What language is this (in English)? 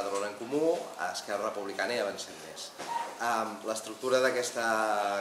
Catalan